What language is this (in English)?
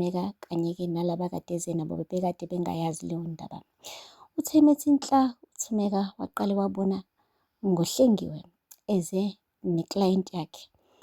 Zulu